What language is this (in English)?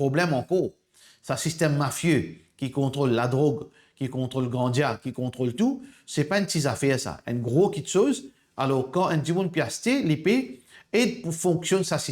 Morisyen